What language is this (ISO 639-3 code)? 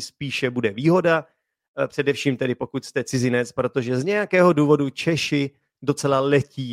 ces